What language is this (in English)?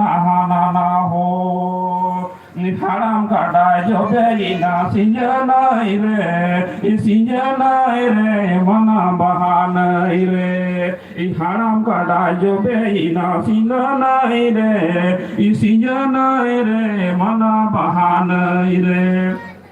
Santali